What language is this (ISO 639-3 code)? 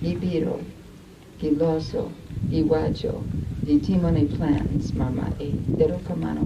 luo